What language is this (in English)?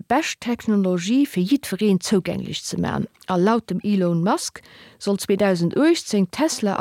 Luxembourgish